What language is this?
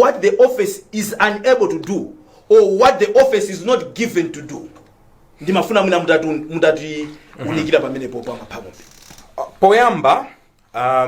Nyanja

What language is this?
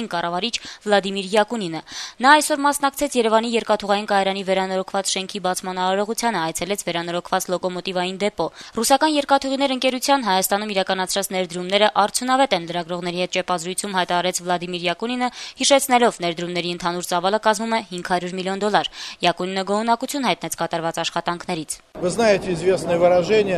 Armenian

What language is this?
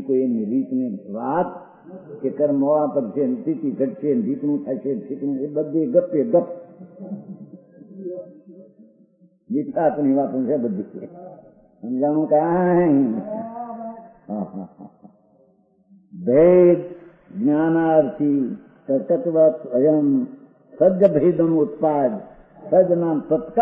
Gujarati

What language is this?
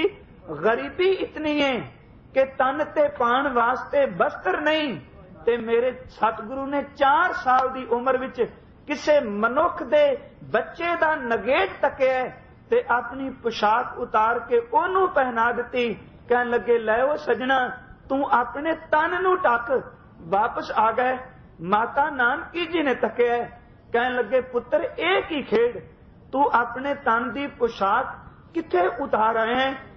Punjabi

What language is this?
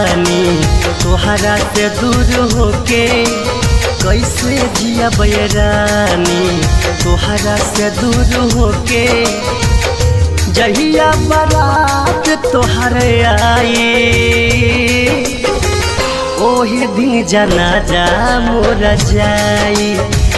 Bhojpuri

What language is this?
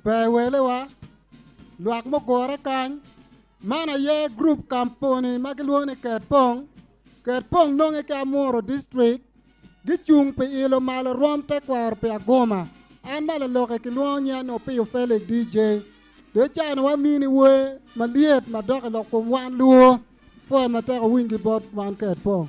Acoli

